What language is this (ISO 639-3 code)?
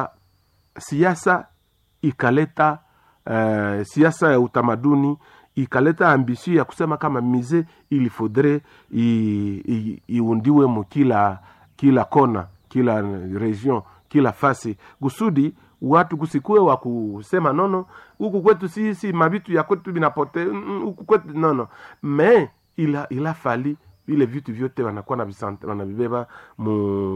swa